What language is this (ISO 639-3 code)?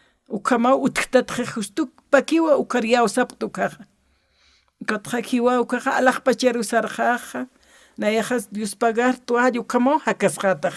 aym